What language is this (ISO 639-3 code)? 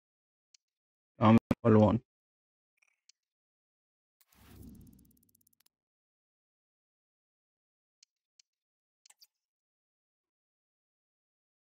deu